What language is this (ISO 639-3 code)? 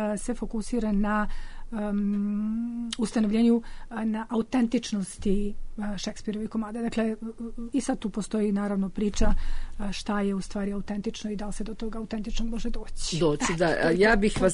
srp